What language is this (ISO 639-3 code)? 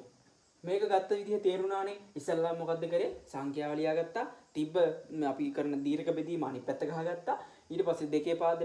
sin